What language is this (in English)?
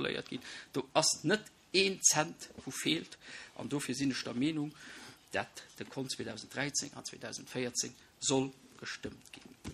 Luxembourgish